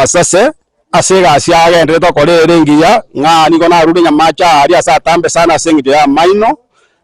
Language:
Gusii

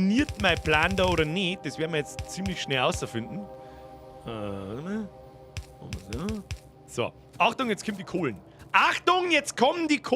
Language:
Bavarian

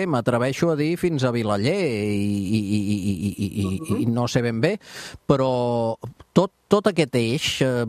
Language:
Catalan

